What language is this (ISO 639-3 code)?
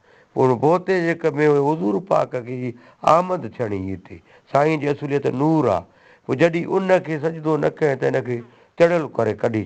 snd